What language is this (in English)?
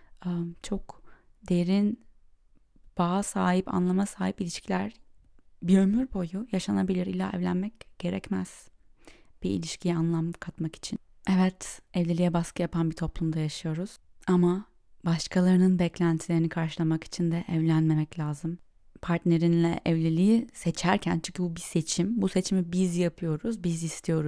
Turkish